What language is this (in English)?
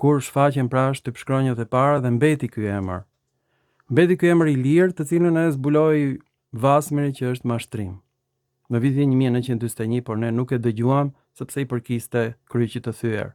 Albanian